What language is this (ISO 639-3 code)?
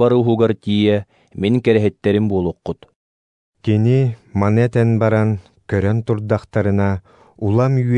sah